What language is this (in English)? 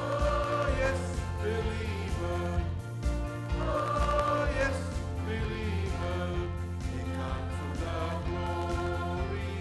Samoan